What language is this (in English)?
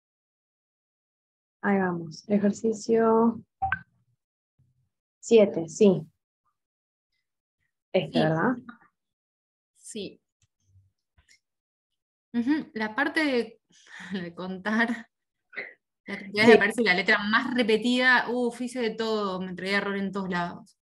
Spanish